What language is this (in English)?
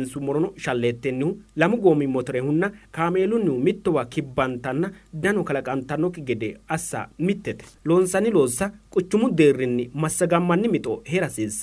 Sidamo